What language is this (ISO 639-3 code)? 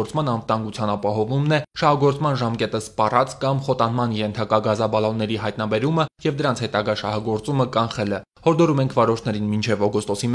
hye